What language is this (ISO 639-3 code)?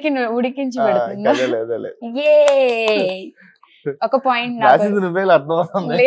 tel